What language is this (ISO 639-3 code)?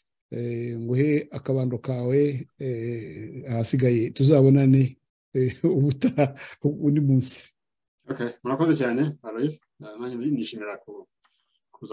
kin